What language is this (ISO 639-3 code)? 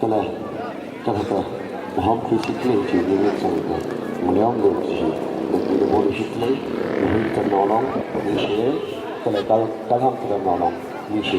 nmf